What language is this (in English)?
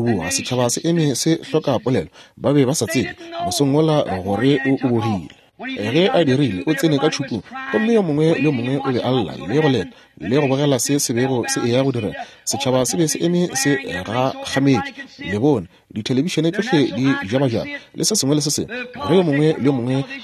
Northern Sotho